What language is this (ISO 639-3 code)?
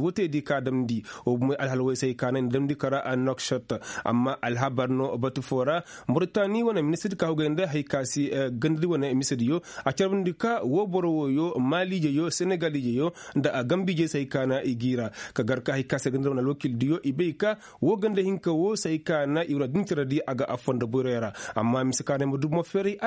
ses